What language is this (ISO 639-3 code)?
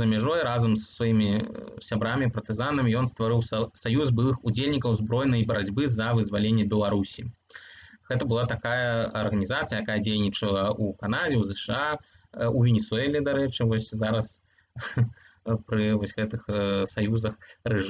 bel